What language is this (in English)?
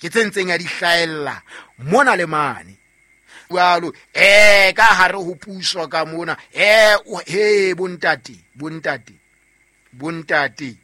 Southern Sotho